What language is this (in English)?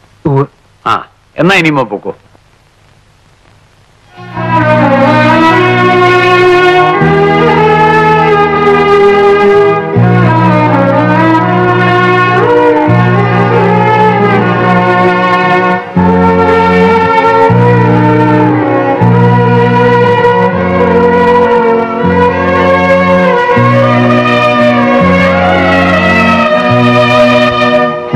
Malayalam